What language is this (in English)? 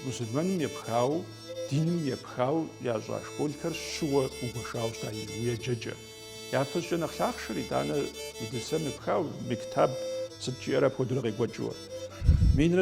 Kabardian